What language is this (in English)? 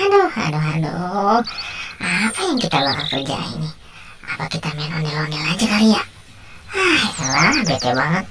Betawi